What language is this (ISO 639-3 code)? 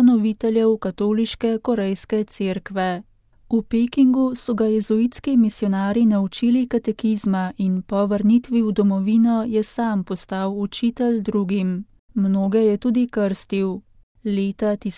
slv